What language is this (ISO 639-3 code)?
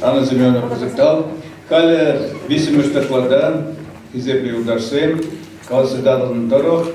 chv